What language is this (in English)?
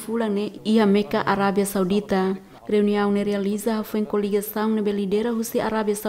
Tetum